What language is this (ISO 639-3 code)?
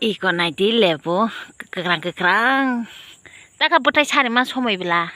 trp